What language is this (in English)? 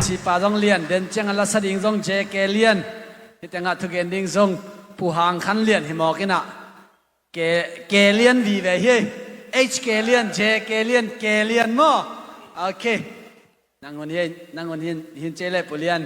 Tedim Chin